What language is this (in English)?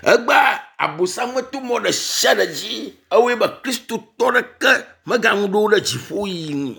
Ewe